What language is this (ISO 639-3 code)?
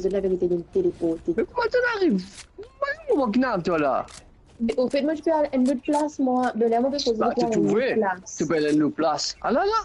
mfe